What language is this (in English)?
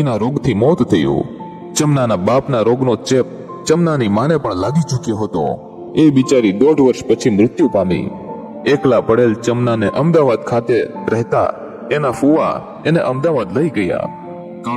Gujarati